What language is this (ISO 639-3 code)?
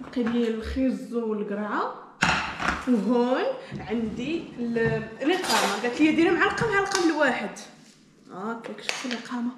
ary